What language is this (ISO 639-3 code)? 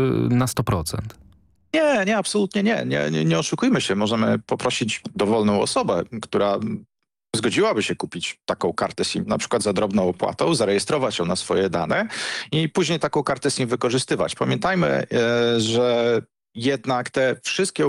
pol